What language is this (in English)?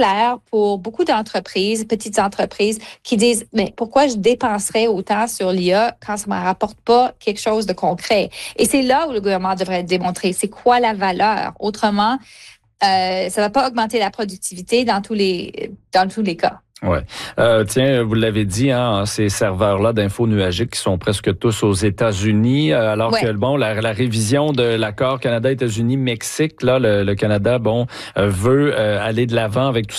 French